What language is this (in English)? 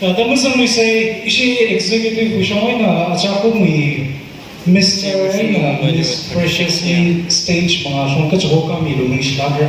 Tangkhul Naga (India)